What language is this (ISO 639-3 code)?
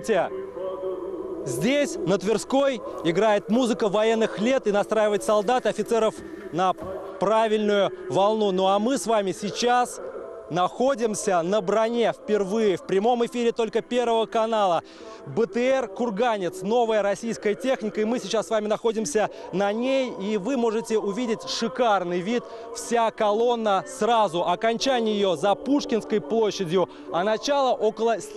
rus